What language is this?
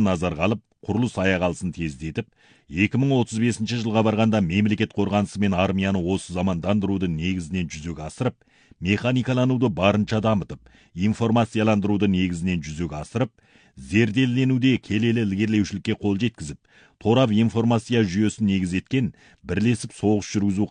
Kazakh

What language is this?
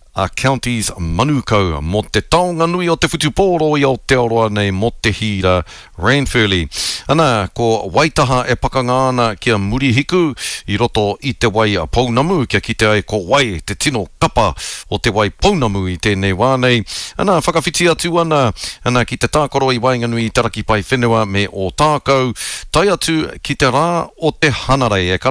Māori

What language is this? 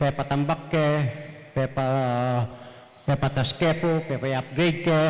Pampanga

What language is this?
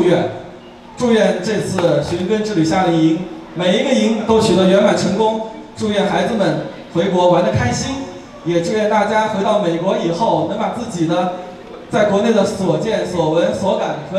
Chinese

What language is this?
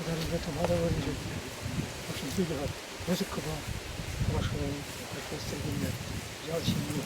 Chuvash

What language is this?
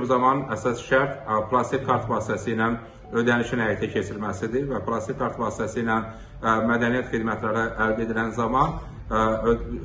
Azerbaijani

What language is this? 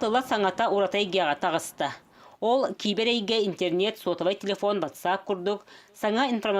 Yakut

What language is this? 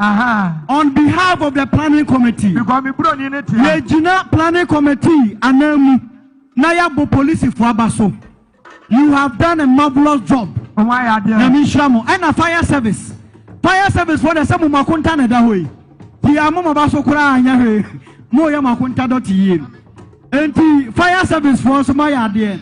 Akan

